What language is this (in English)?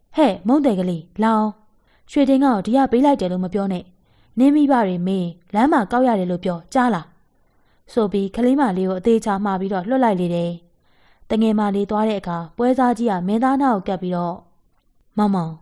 Burmese